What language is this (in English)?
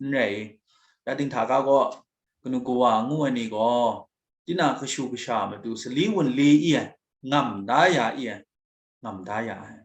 Kachin